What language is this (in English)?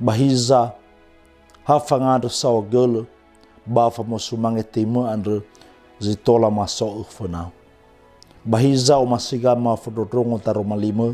Nias